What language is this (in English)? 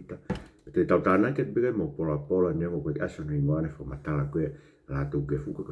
Tongan